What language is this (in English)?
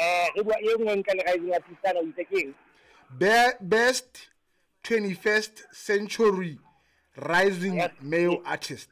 Southern Sotho